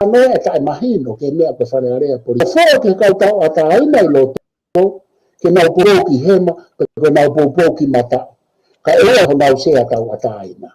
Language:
Tongan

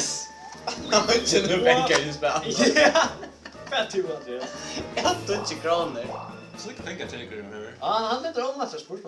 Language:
Faroese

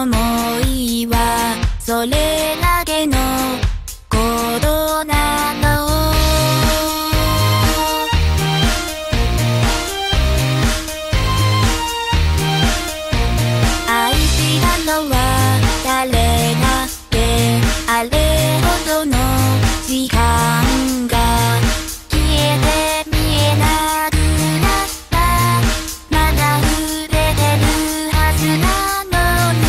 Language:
Japanese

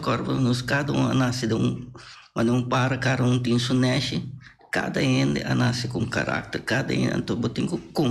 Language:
Papiamento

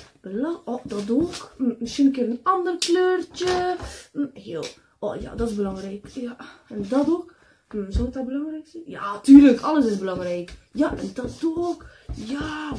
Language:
Dutch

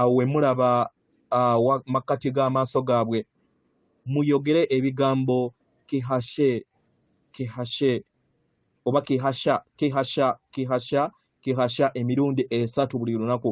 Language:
Ganda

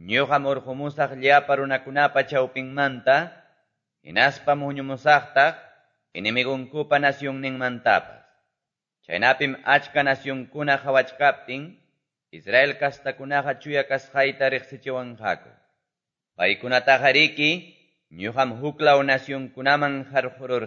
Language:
Quechua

